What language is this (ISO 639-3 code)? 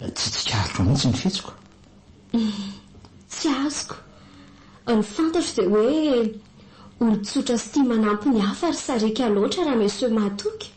mlg